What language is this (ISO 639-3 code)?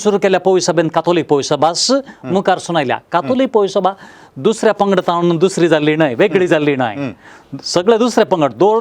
kok